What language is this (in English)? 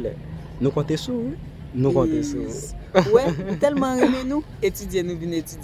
Haitian Creole